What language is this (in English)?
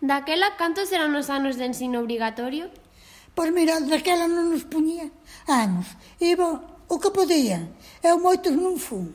Galician